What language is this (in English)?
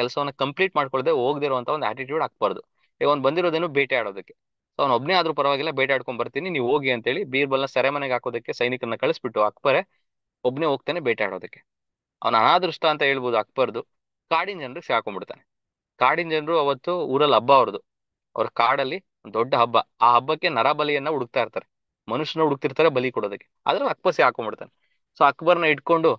Kannada